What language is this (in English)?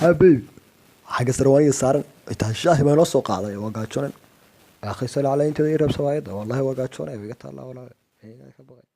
Somali